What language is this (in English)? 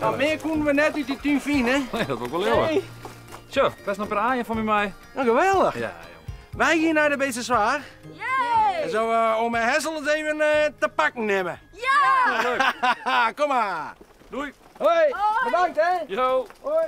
Western Frisian